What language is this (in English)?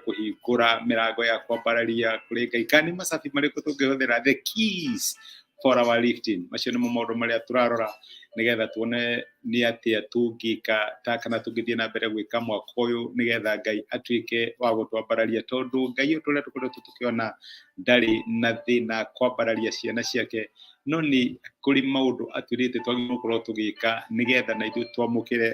Kikuyu